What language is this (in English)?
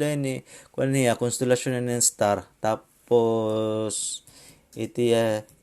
Waray